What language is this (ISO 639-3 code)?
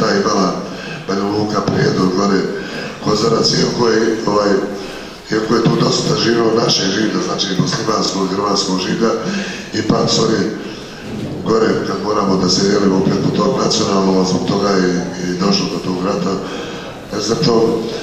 bos